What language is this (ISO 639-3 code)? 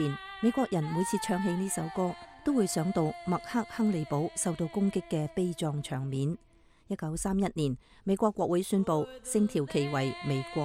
yue